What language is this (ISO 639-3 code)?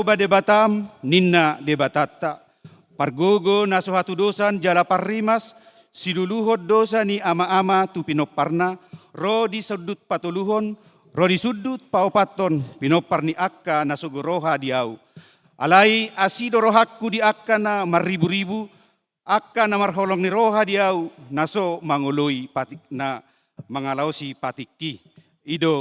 bbc